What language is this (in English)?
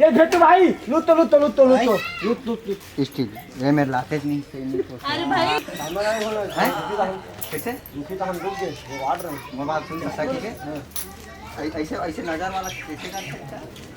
Chhattisgarhi